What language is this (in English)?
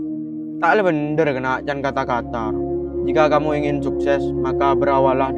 Madurese